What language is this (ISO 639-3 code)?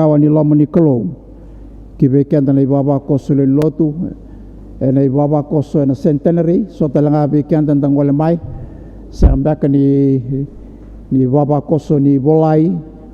fij